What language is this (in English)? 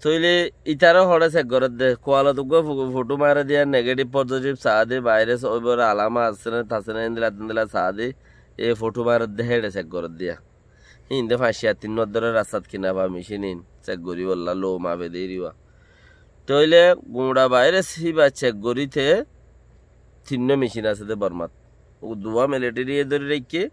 Rohingya